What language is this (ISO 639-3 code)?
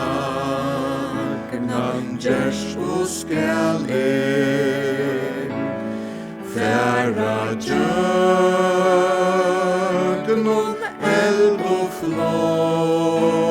fao